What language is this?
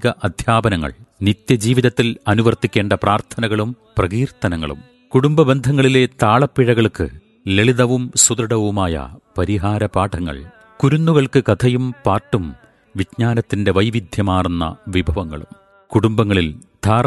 Malayalam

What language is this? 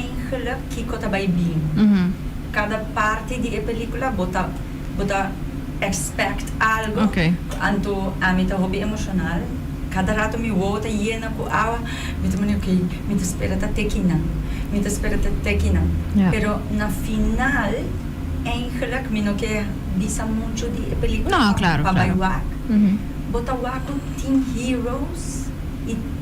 Papiamento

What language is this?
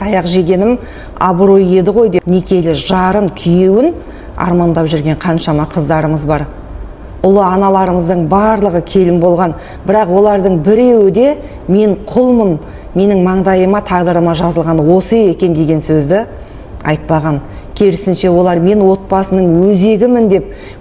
Kazakh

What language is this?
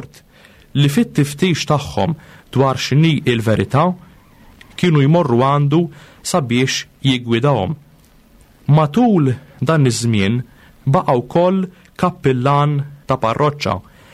Maltese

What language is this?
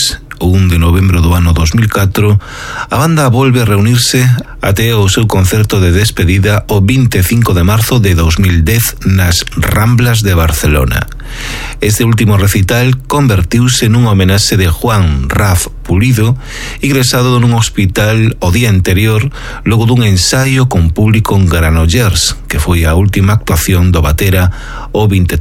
Galician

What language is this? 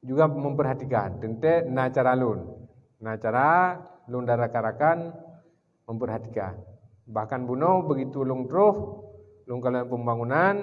Achinese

